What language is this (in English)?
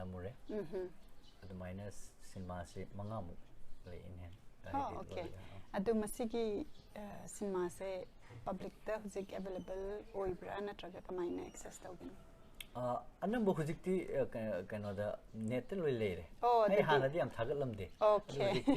Manipuri